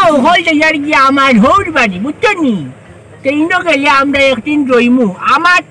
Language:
Sylheti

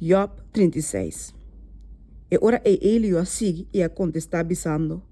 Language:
Papiamento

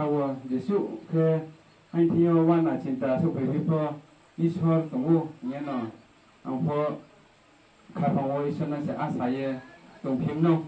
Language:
Riang (India)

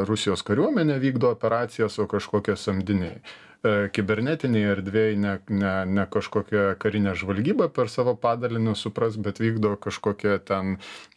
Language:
Lithuanian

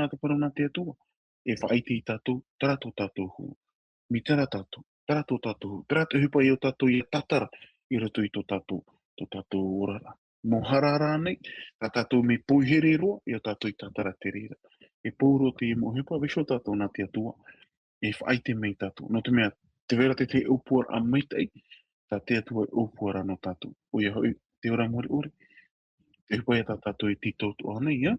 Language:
Tahitian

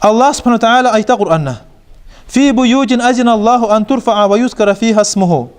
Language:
Kumyk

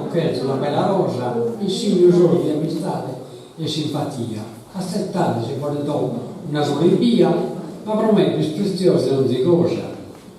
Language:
Sardinian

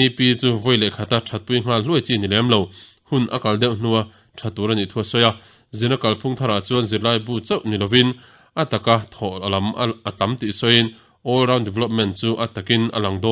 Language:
Mizo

